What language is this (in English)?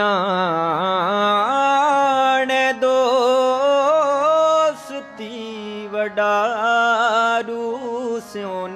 Punjabi